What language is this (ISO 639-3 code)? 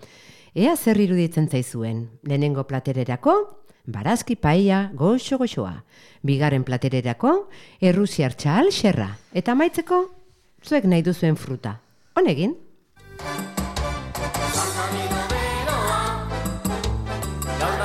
eus